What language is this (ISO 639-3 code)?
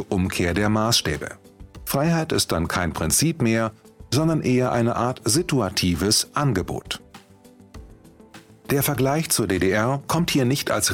deu